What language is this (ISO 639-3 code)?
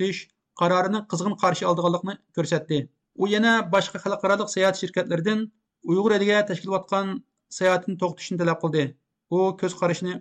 uig